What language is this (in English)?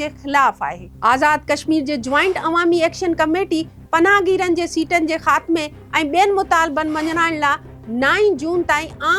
Sindhi